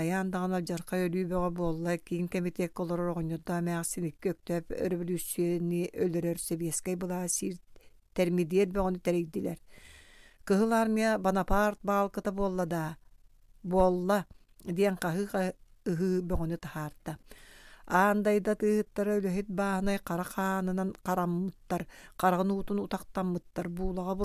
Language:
Yakut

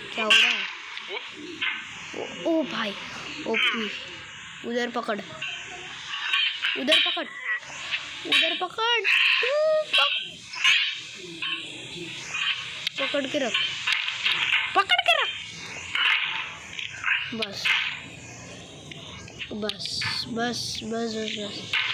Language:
Hindi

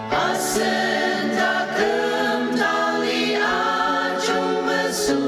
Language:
Ao Naga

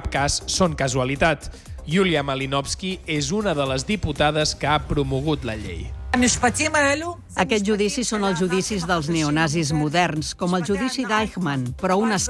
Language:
Catalan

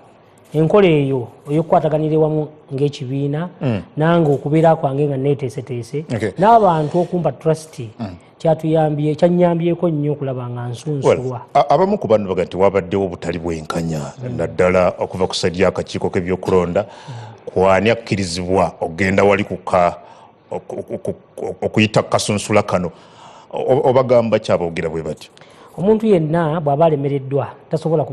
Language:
Ganda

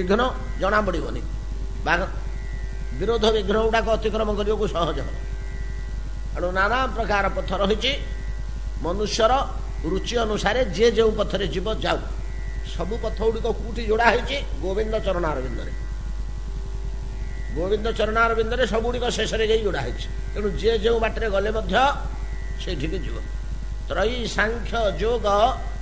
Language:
Odia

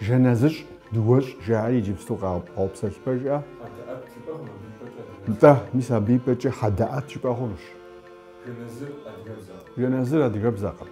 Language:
Kabardian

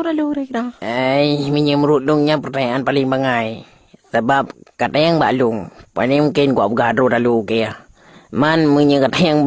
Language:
Achinese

